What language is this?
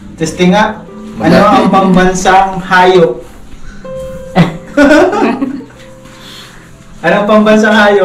Filipino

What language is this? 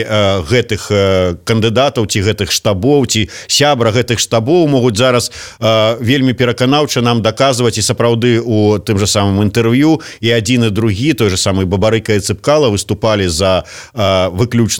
Belarusian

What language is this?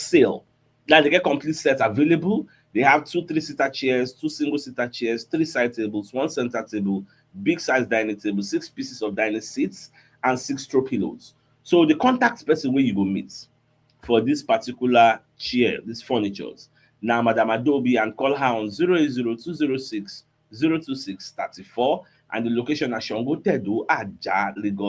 Nigerian Pidgin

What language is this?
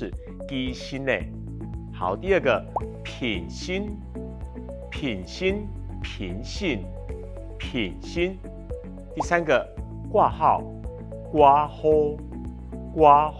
Hakka Chinese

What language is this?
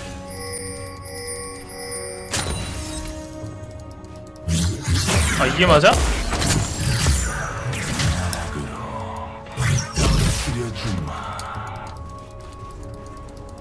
Korean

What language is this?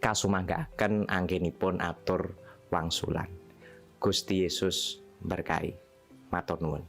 Javanese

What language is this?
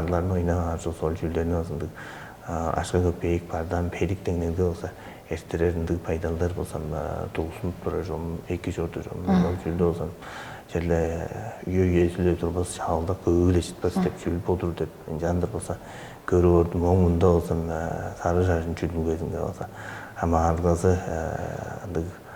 Tuvinian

